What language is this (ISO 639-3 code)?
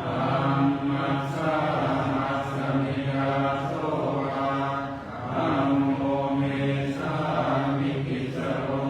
pli